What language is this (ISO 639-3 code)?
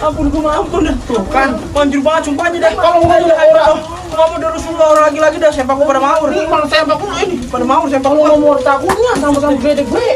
bew